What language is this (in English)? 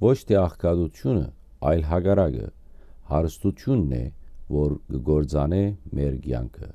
Western Armenian